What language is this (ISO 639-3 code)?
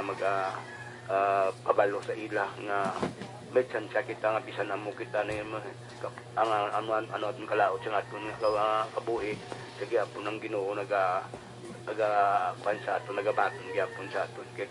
hil